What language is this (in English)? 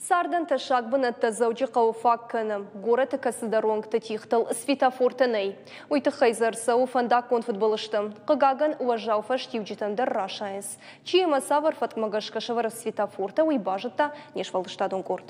Ossetic